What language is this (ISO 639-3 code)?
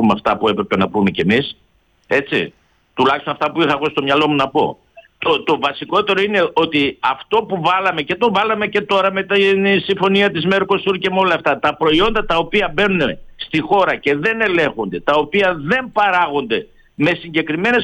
ell